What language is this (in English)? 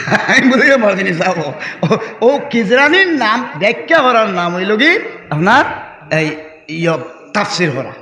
Sylheti